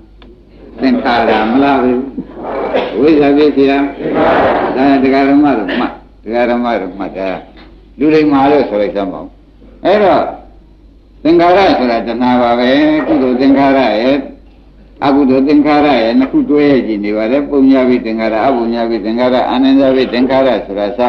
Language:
Burmese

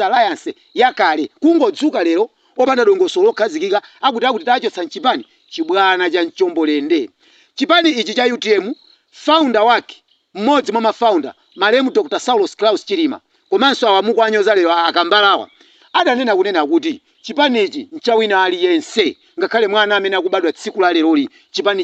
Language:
Nyanja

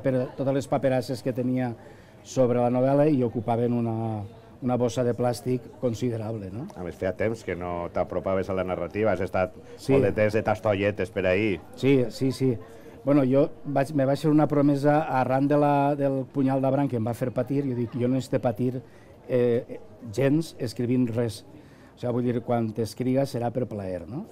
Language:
Catalan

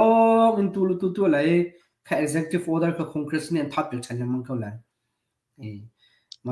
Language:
Hakha Chin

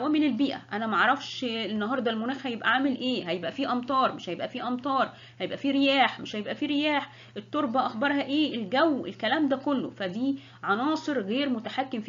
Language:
Egyptian Arabic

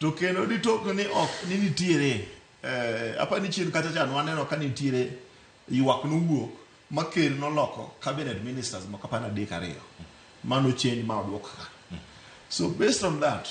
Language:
Luo (Kenya and Tanzania)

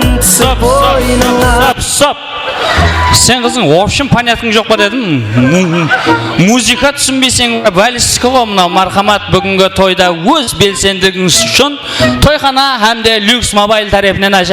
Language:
Kara-Kalpak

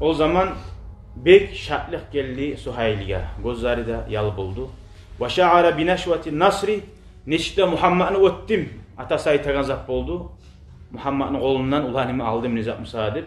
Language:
Kumyk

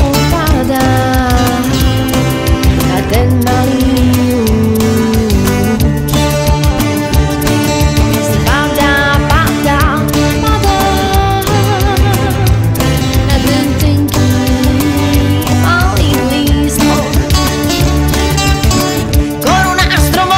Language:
Slovak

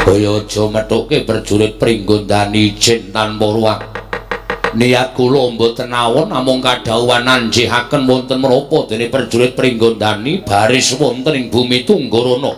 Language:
Javanese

